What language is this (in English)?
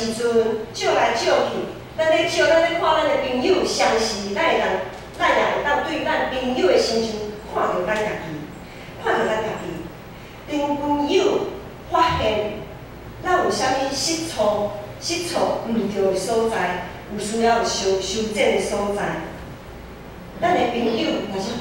Min Nan Chinese